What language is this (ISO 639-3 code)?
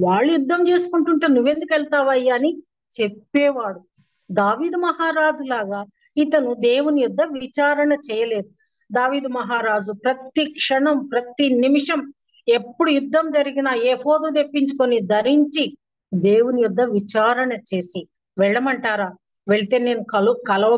tel